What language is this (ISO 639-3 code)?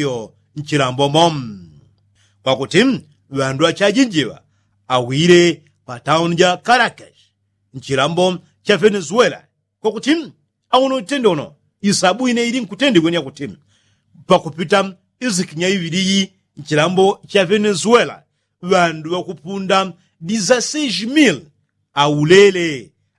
yao